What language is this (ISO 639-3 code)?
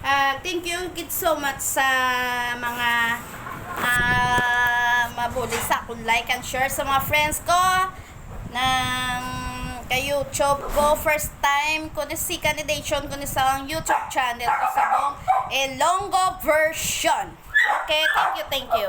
hil